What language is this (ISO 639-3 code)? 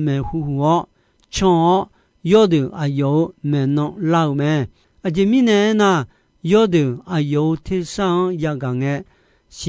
ahk